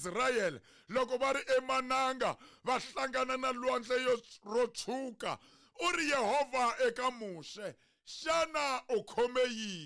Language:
Tsonga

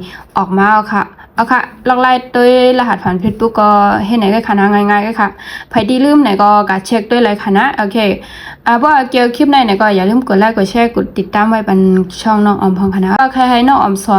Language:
Shan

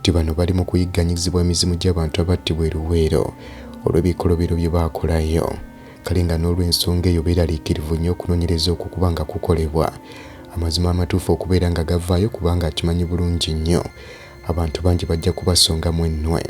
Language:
Ganda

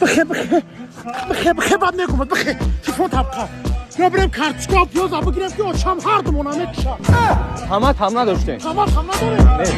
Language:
Tajik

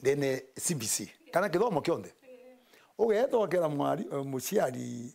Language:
Meru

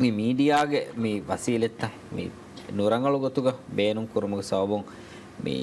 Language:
Divehi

